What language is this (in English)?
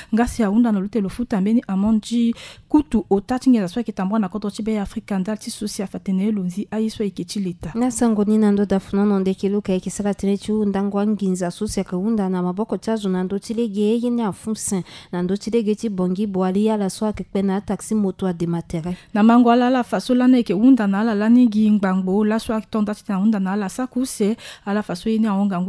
Sango